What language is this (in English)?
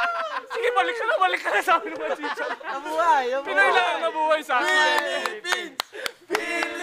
Filipino